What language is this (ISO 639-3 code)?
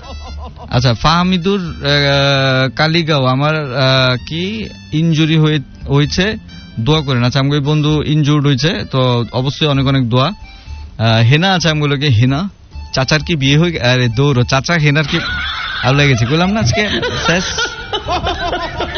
ben